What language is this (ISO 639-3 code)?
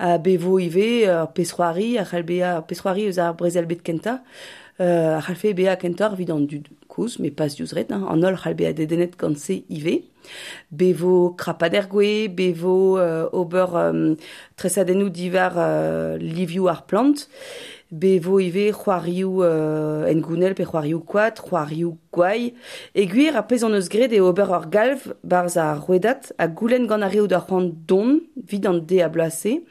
bre